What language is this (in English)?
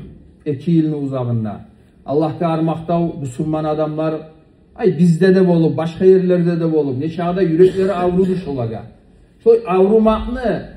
Kumyk